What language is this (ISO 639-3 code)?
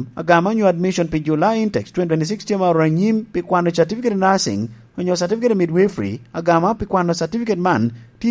laj